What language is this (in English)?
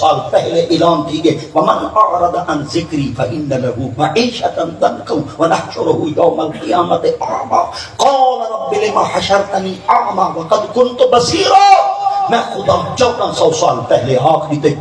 Saraiki